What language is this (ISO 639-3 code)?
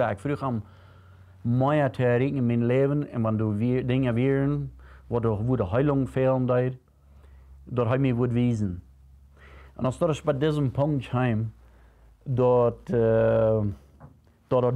pdt